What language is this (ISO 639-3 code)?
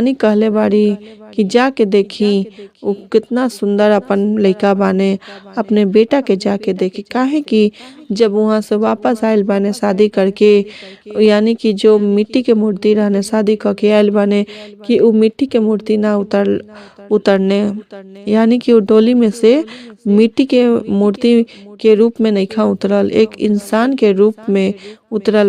bho